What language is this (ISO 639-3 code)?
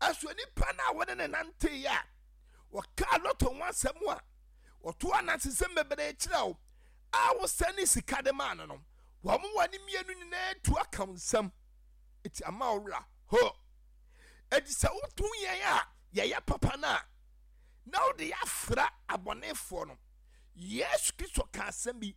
aka